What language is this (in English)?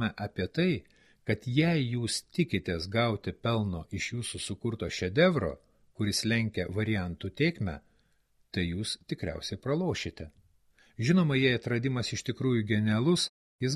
Lithuanian